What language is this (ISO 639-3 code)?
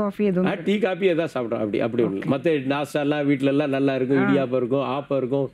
tam